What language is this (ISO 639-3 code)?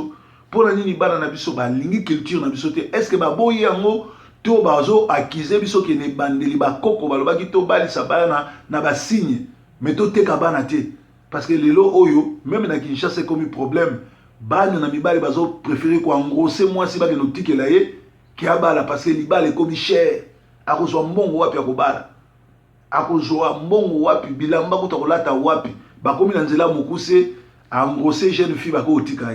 lin